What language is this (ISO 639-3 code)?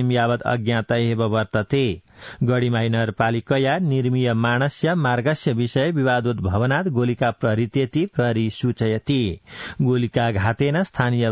san